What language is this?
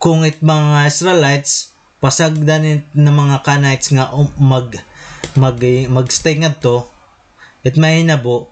Waray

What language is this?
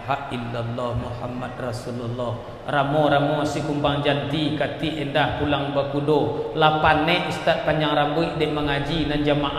Minangkabau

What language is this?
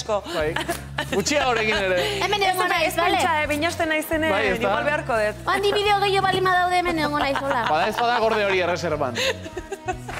Basque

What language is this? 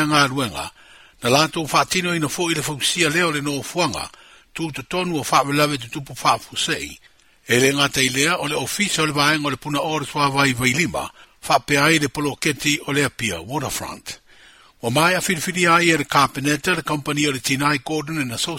Samoan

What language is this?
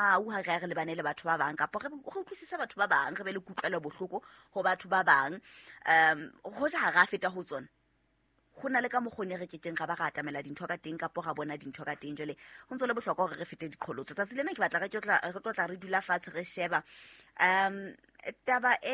Southern Sotho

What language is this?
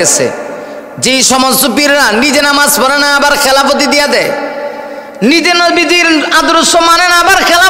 Bangla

